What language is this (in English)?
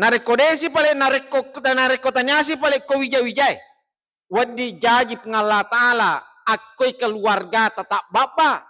Buginese